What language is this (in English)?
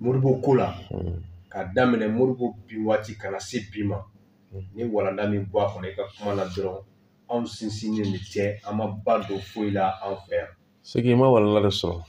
Bambara